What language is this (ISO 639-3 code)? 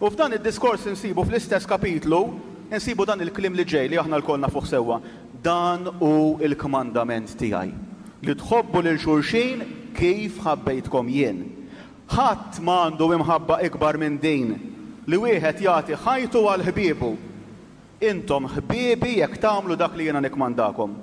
mlt